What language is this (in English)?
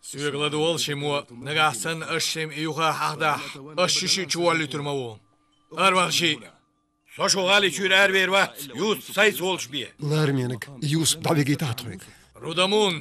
Chechen